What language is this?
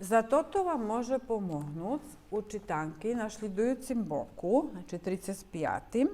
Rusyn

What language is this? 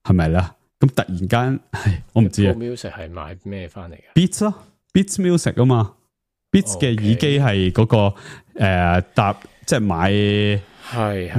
Cantonese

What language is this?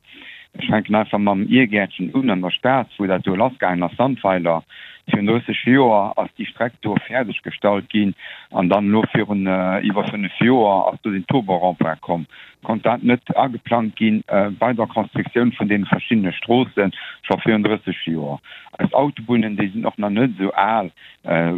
Luxembourgish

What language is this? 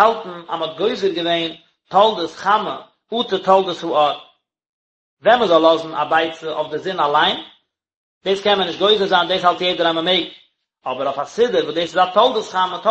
Yiddish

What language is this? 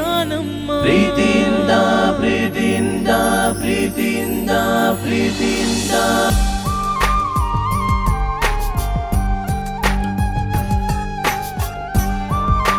Kannada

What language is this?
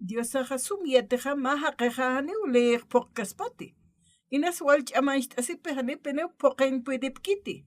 Aymara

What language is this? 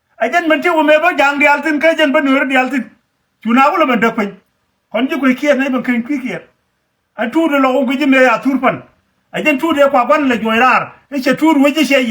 Nuer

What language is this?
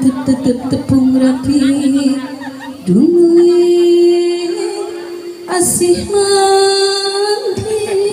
Sundanese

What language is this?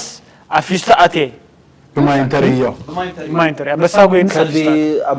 Tigrinya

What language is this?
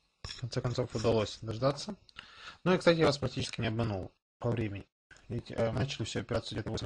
Russian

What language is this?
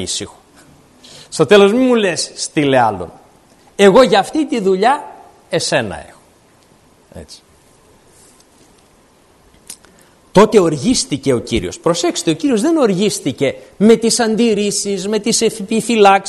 Greek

